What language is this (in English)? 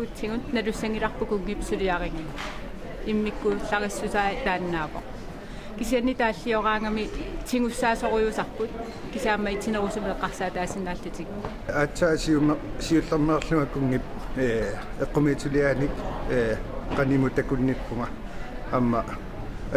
Kalaallisut